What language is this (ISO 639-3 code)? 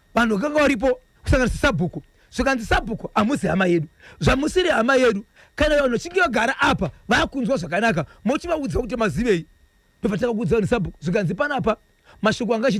sna